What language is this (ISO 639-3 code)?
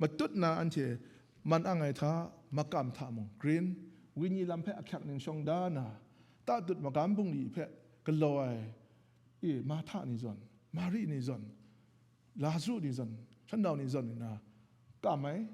kac